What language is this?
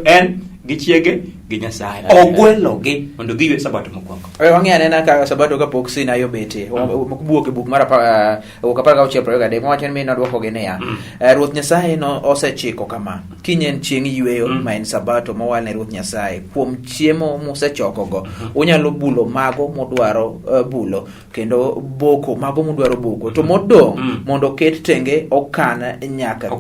Luo (Kenya and Tanzania)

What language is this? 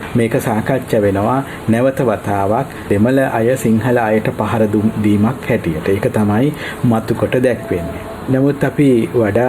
Sinhala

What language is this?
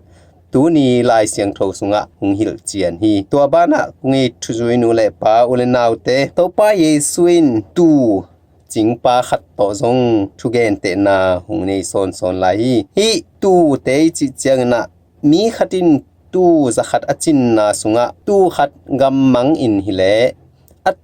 Tedim Chin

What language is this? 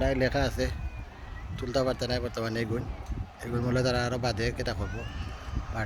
Sylheti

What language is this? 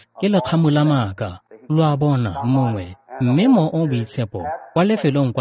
Tswana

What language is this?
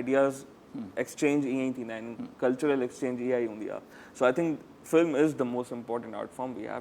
Sindhi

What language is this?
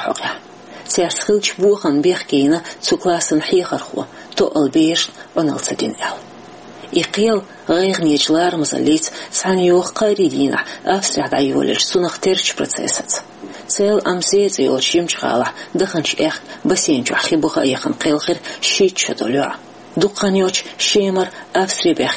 Chechen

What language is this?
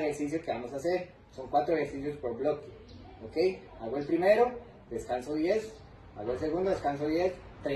Spanish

